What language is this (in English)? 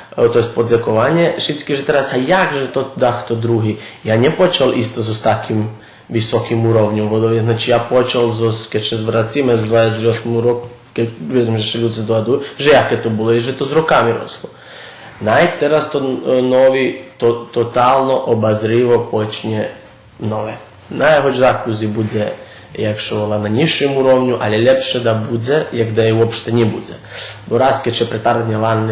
Rusyn